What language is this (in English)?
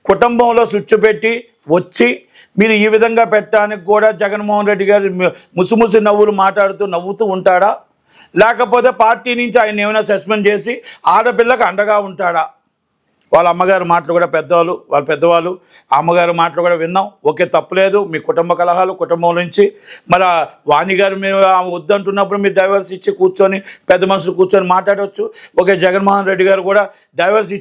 Telugu